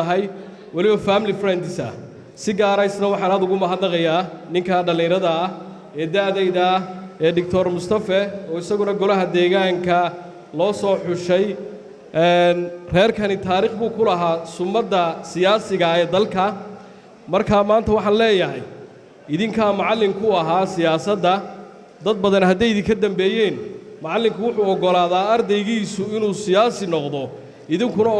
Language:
Somali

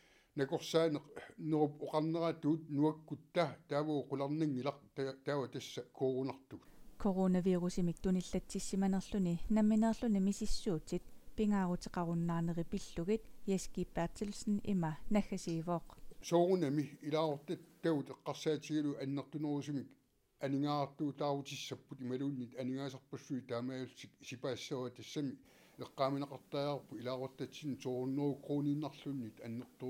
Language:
Kalaallisut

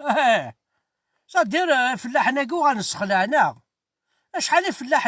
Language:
Kabyle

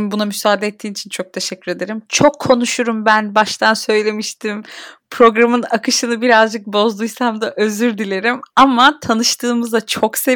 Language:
Turkish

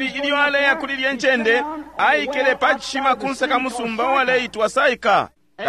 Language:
Bemba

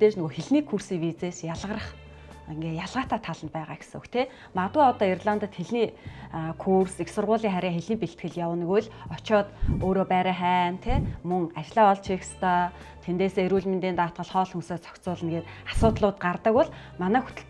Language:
Mongolian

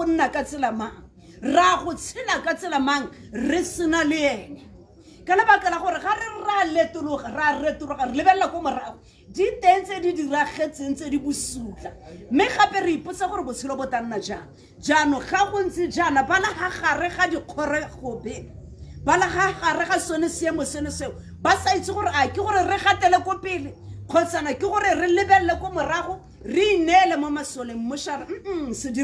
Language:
Tswana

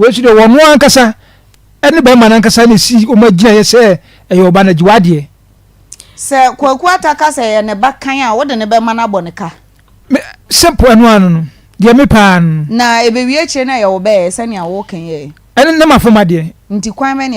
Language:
Akan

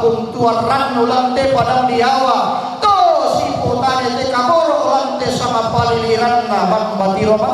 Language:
Toraja-Sa'dan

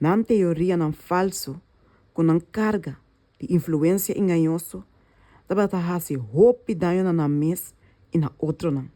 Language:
Papiamento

